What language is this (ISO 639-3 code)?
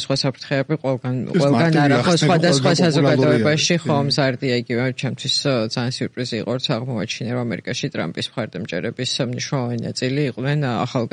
kat